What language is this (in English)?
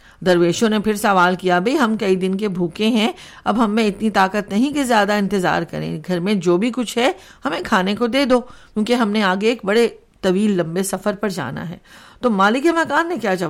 Urdu